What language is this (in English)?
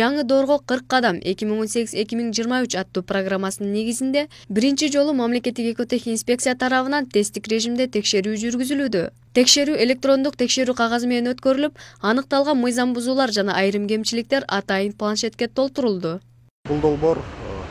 Kyrgyz